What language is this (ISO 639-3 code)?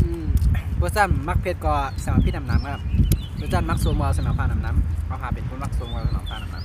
shn